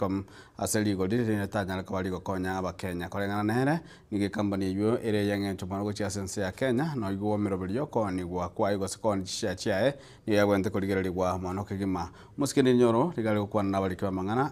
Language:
Gusii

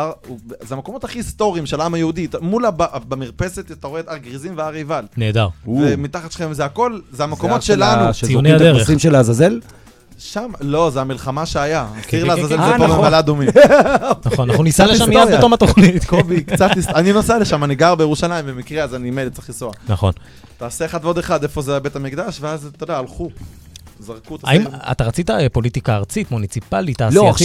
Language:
Hebrew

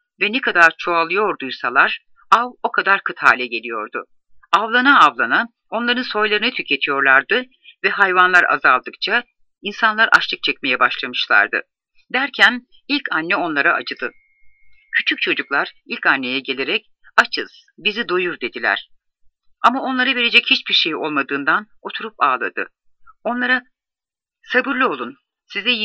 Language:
Turkish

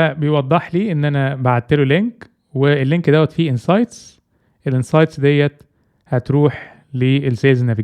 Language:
Egyptian Arabic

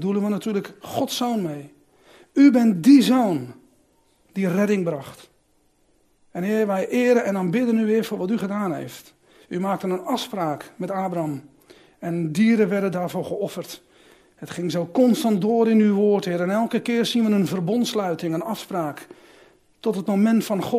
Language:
Dutch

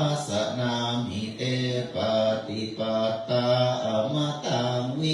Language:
Pali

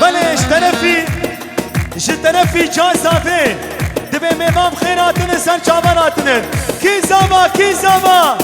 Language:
Kurdish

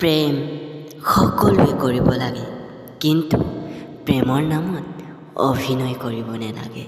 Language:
Assamese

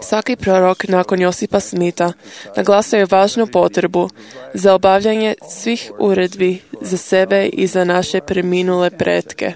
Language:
Croatian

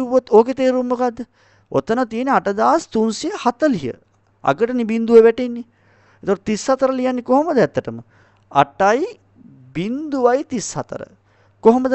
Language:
Sinhala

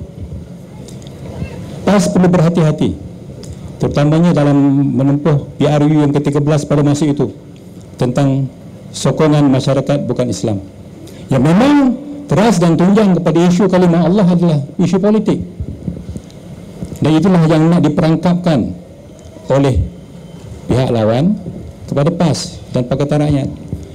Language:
Malay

